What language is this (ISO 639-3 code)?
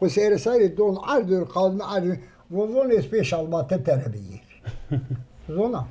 zza